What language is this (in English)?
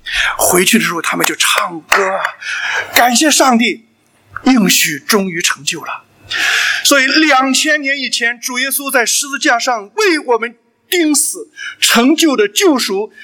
Chinese